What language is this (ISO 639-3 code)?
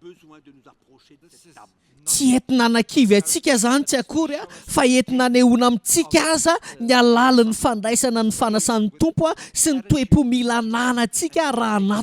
mlg